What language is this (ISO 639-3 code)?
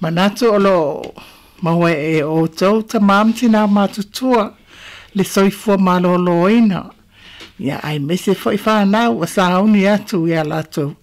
smo